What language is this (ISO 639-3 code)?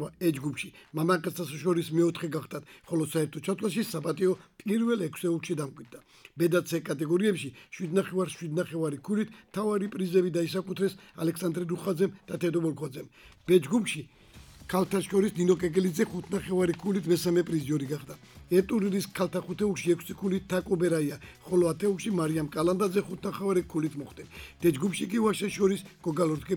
kat